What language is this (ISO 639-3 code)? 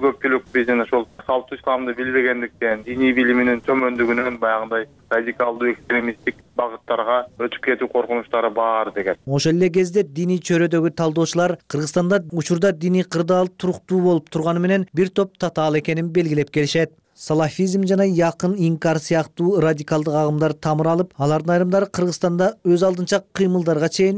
kir